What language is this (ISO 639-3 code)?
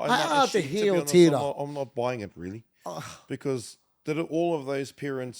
mri